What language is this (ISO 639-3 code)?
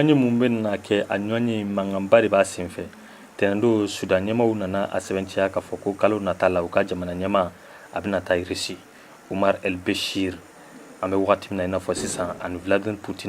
bam